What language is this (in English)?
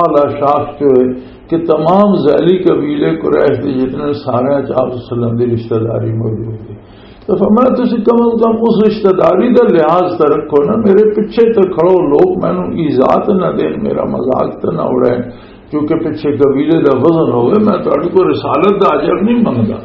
Western Panjabi